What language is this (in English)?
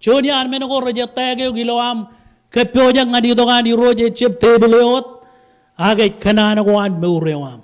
Marshallese